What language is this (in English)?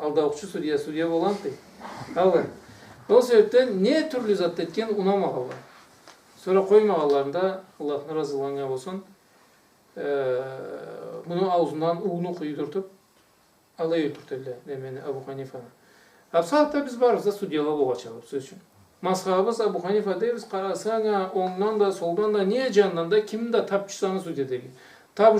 Karachay-Balkar